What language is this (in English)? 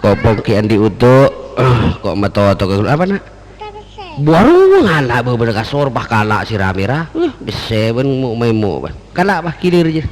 Madurese